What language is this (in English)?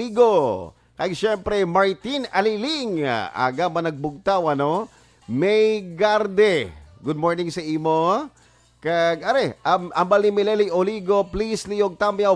Hiligaynon